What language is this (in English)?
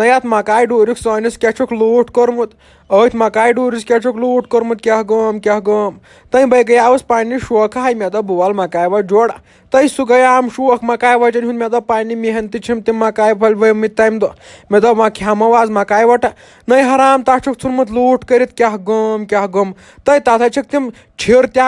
Kashmiri